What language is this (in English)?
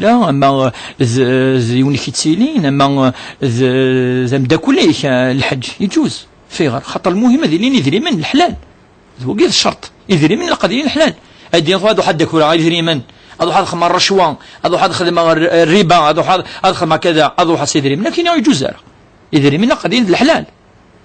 Kabyle